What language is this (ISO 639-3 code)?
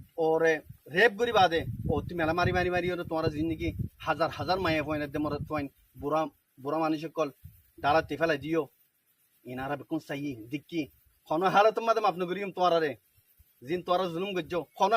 rhg